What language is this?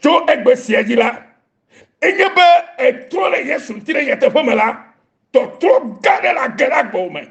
Ewe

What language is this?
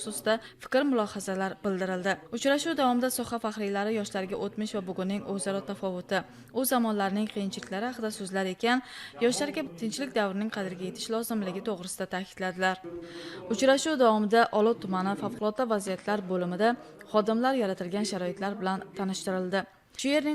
Uzbek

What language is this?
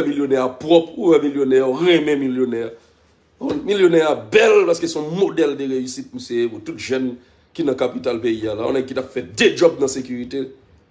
Haitian Creole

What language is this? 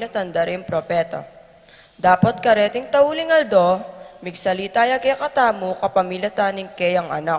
Pampanga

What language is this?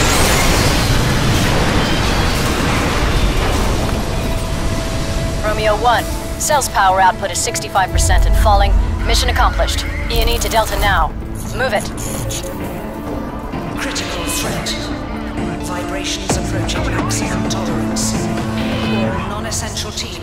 English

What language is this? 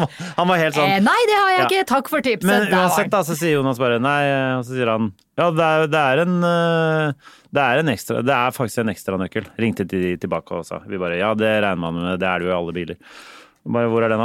Norwegian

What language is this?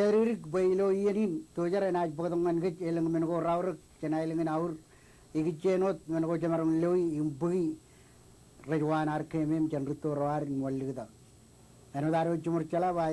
Marshallese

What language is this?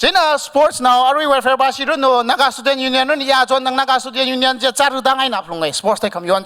Tangkhul Naga (India)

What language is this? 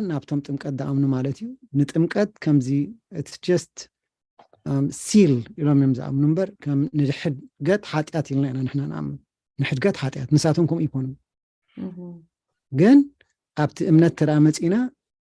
Tigrinya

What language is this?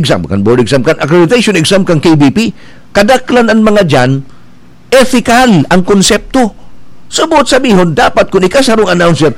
Bikol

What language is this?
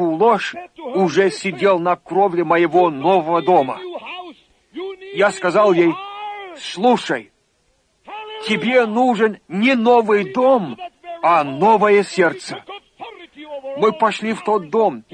Russian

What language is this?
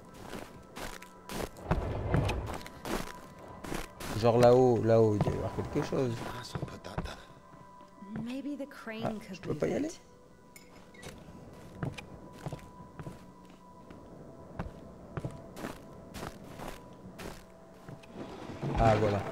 French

